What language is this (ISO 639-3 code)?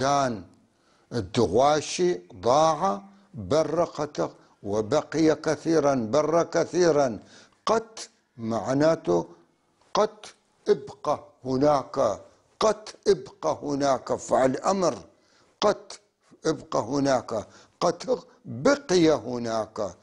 apc